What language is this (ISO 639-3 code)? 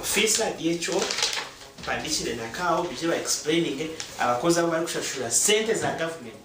nyn